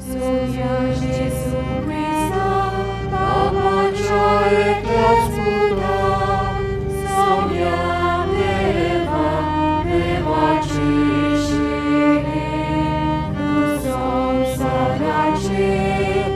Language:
Konkani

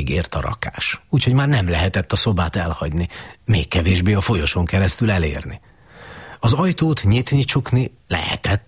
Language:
Hungarian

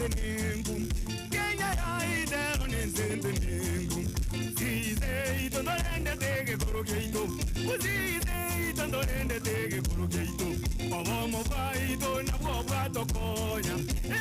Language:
Gusii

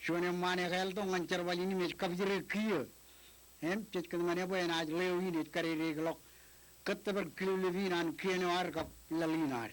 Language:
Marshallese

